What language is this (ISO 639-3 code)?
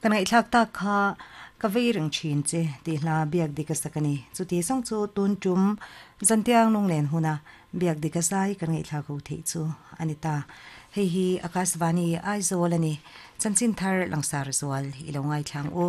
lus